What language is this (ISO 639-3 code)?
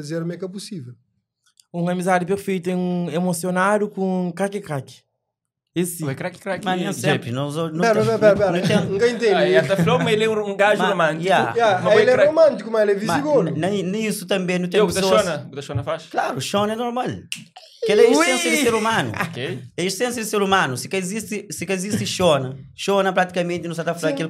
kea